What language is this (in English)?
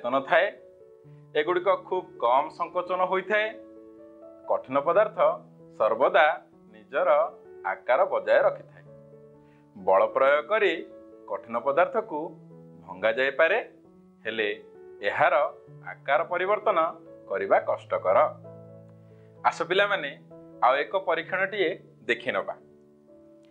Odia